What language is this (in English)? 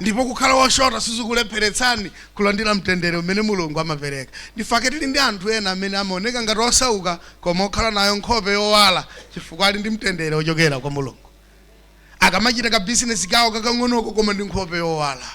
Nyanja